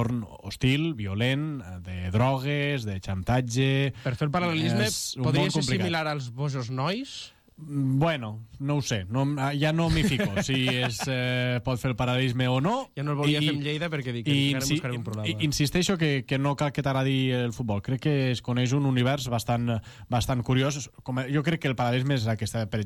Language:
Catalan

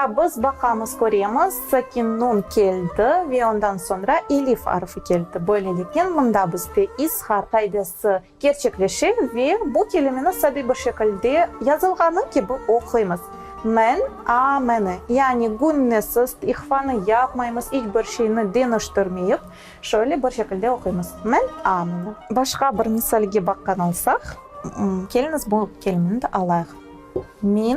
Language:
Crimean Tatar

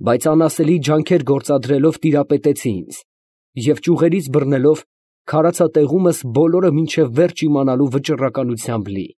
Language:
Armenian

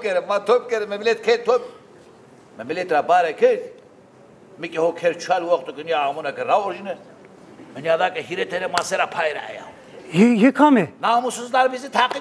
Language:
Zaza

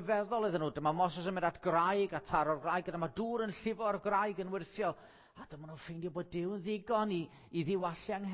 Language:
Welsh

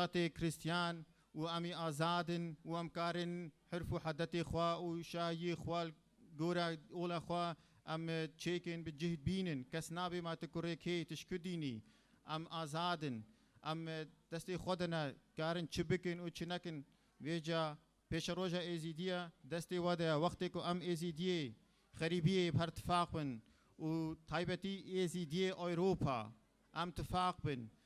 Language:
Kurdish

